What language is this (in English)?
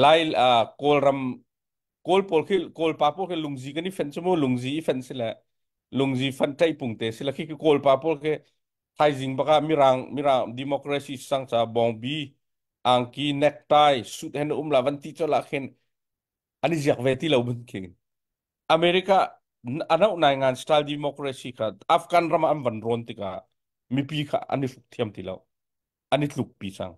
Hakha Chin